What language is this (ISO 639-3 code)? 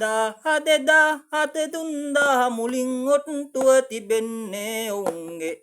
sin